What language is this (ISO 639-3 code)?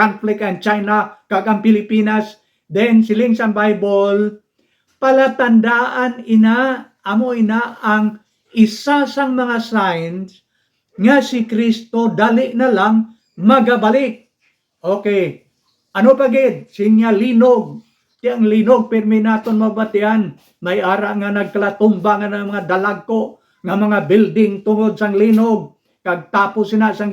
hil